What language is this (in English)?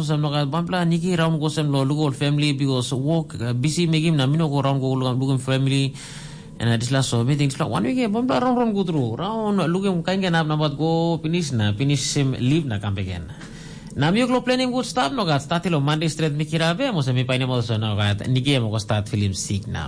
Tok Pisin